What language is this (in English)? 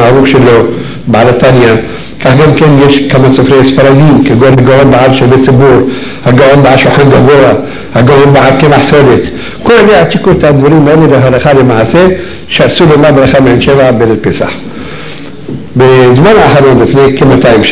Hebrew